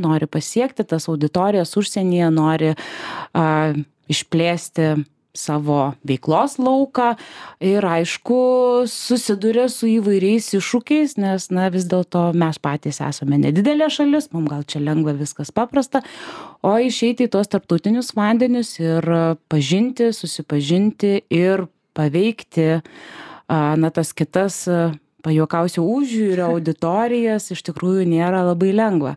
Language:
Lithuanian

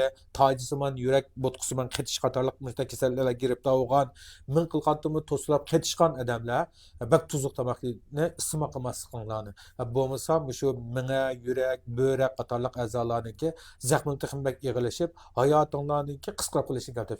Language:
Uyghur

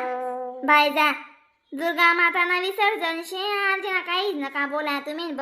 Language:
Khandesi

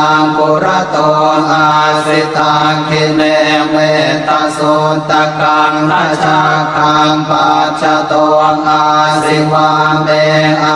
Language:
Pali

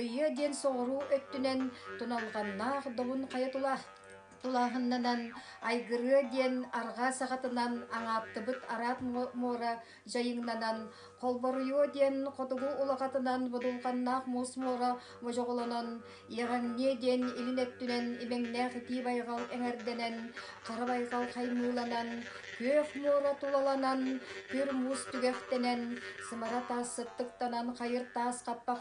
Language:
Yakut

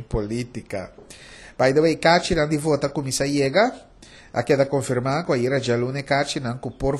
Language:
Papiamento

